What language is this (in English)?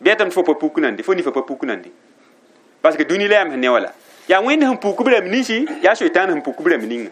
Mossi